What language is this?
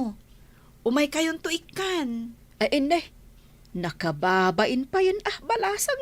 Iloko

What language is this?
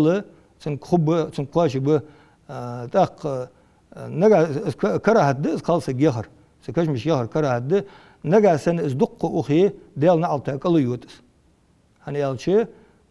Ingush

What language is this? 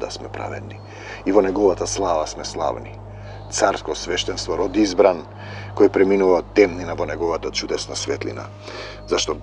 Macedonian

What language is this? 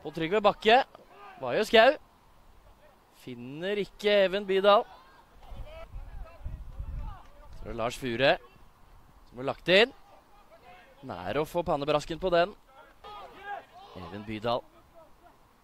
Norwegian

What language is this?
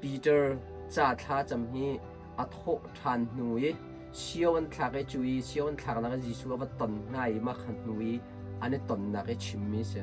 Hakha Chin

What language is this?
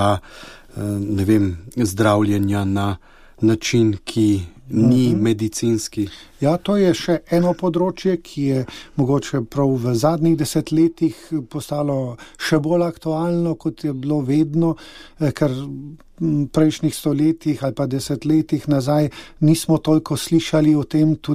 Slovenian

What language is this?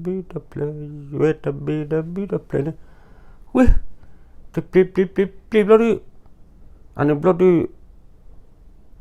S'gaw Karen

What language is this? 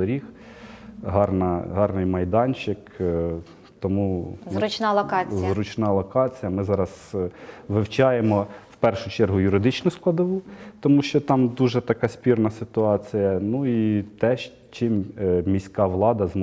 Ukrainian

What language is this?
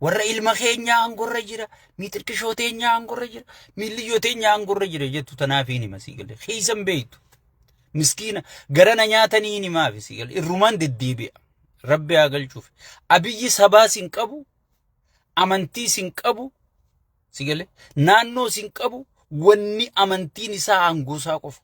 Oromo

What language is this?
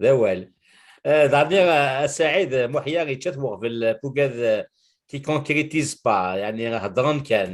Kabyle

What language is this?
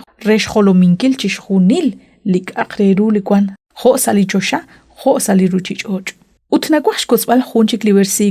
Kekchí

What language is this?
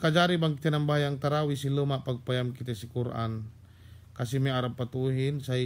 Yakan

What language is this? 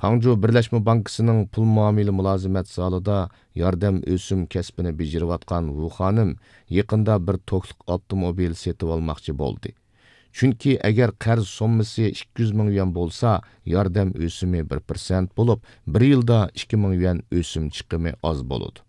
Uyghur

